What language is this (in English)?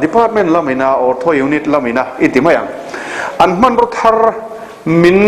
Mizo